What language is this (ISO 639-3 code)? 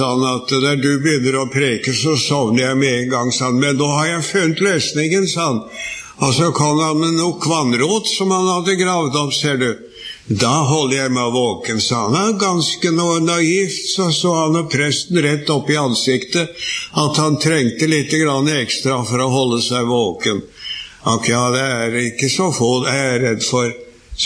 nor